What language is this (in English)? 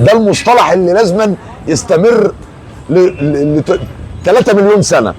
Egyptian Arabic